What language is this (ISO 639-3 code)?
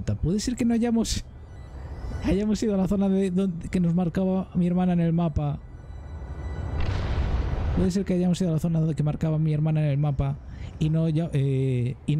spa